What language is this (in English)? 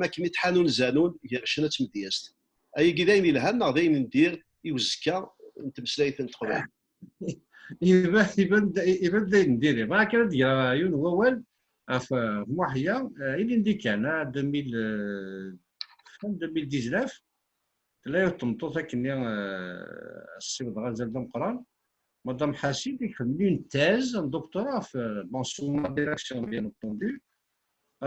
Kabyle